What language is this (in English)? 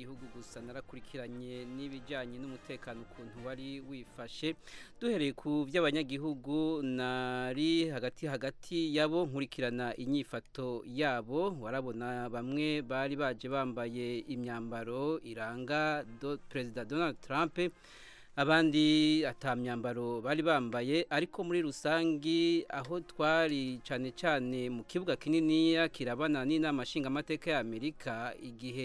Kinyarwanda